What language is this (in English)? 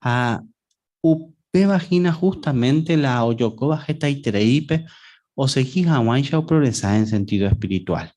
Guarani